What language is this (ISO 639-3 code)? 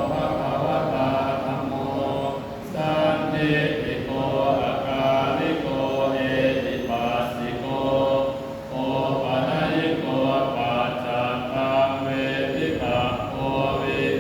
pli